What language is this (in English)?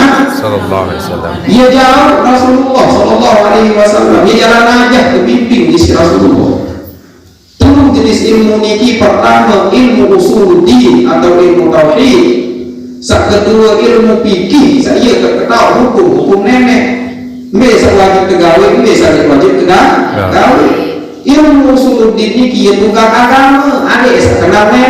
Sasak